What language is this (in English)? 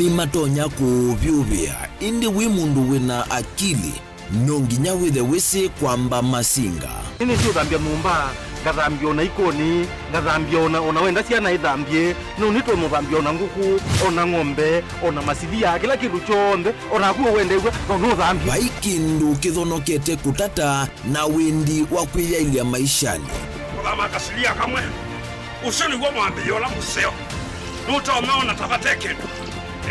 Kamba